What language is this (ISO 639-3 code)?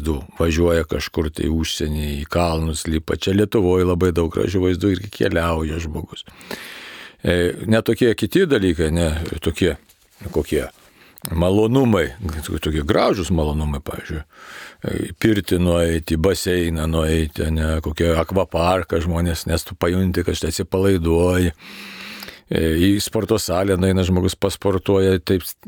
lit